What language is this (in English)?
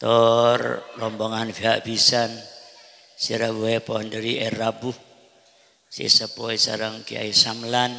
Madurese